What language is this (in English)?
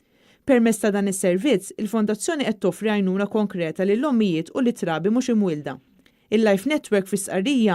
Maltese